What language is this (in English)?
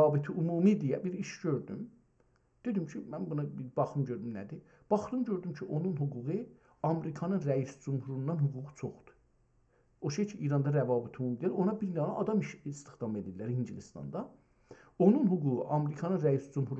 South Azerbaijani